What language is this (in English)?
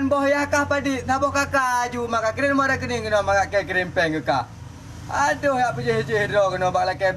Achinese